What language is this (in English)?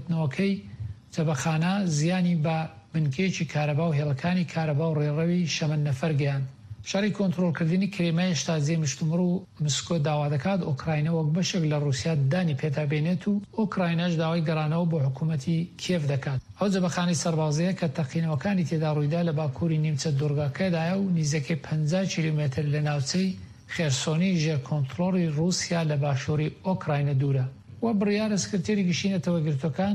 Central Kurdish